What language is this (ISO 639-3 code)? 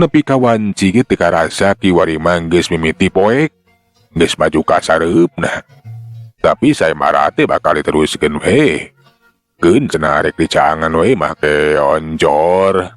sun